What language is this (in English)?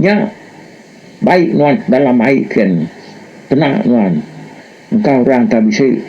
Iban